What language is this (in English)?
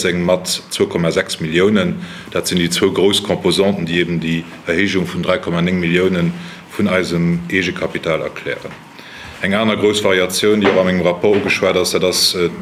Luxembourgish